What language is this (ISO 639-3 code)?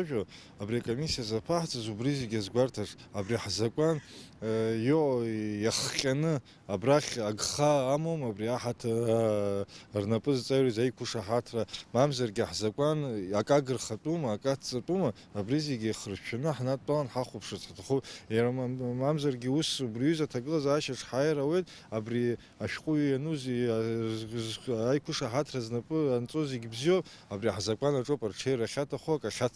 abk